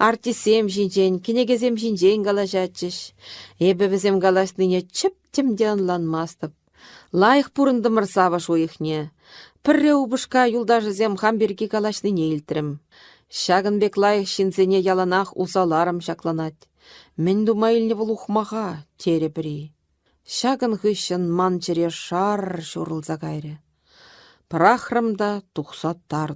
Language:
Chuvash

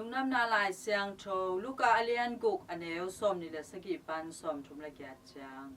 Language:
Tedim Chin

